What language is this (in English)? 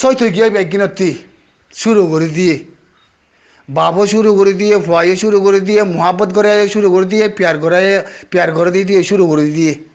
Rohingya